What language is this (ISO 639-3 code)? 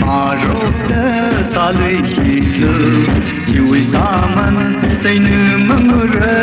nmf